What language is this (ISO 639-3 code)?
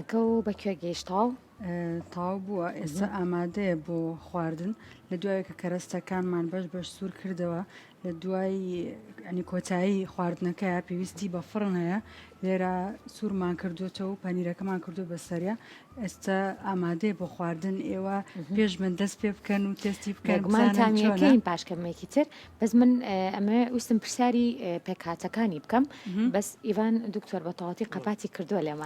ckb